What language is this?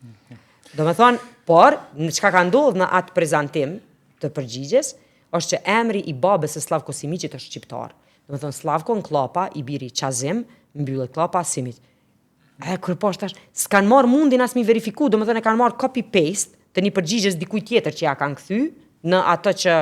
Albanian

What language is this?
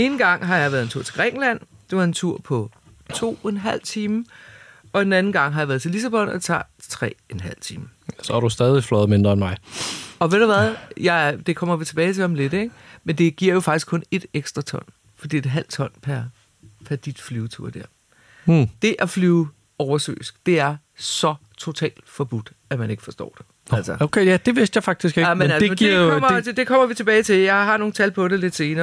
Danish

